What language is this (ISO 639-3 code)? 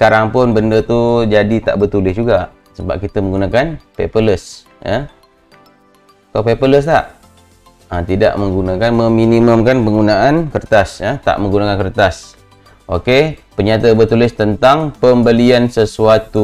msa